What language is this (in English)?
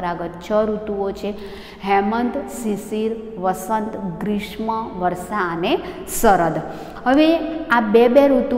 Gujarati